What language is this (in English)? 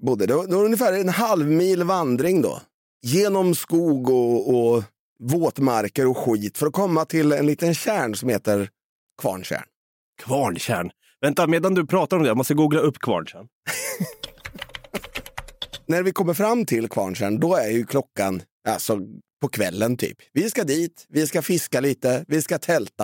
Swedish